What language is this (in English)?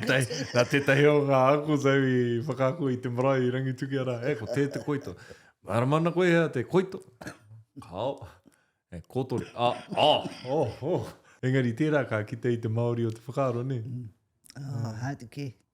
Māori